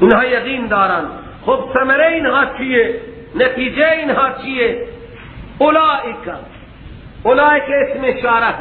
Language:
Persian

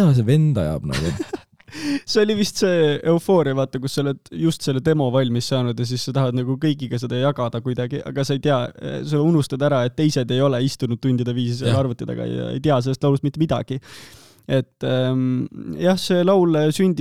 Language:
Estonian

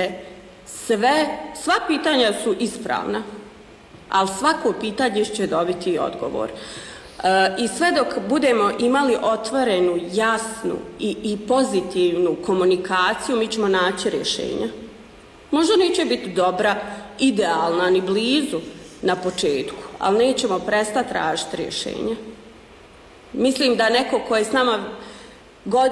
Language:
Bosnian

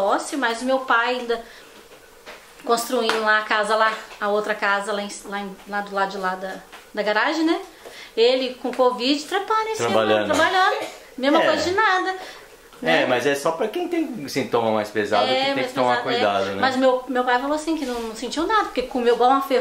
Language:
Portuguese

